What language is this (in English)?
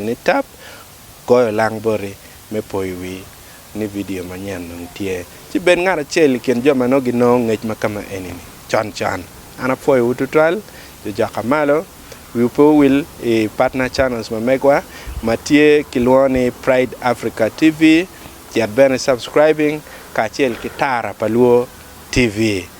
Acoli